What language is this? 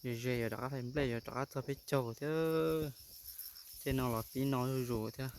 Hmong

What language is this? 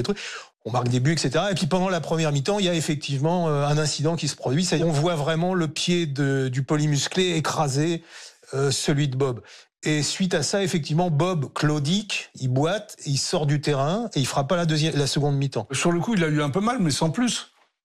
French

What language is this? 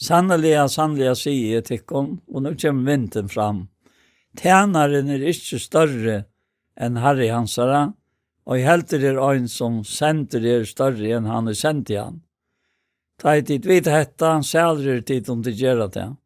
Faroese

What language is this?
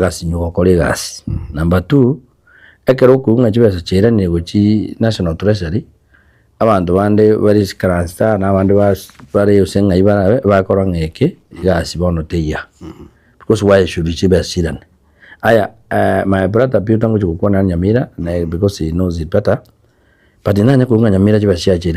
Gusii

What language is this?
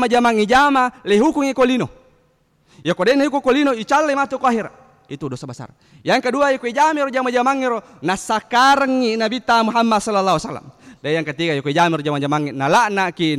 Buginese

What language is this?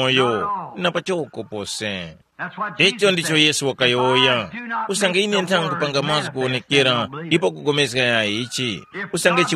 Tumbuka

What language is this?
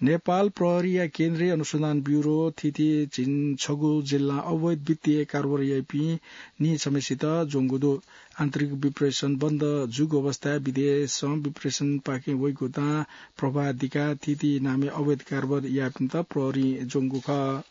Newari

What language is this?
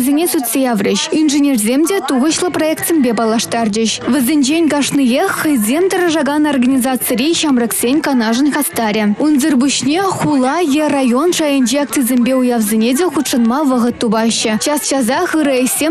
Chuvash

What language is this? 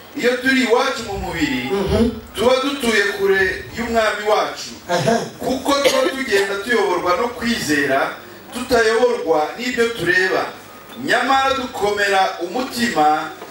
Kinyarwanda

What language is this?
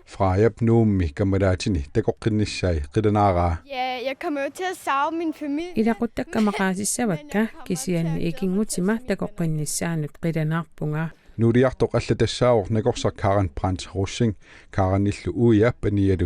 Kalaallisut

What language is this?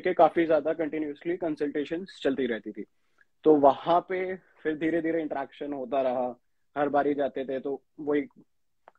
Hindi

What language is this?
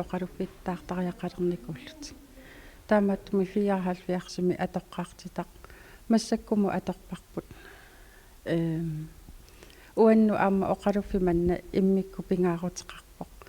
Kalaallisut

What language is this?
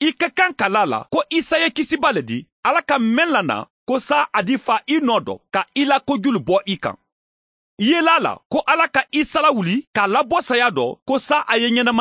Mandingo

